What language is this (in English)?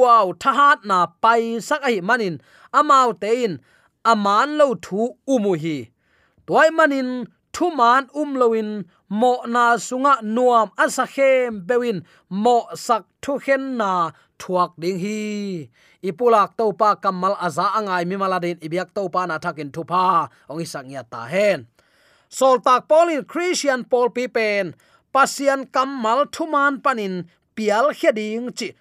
Tedim Chin